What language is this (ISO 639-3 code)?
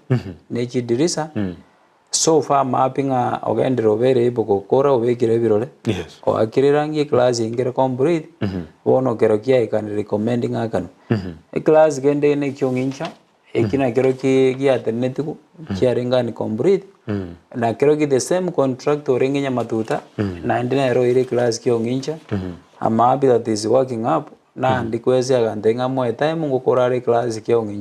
guz